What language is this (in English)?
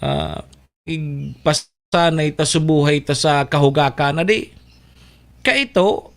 Bikol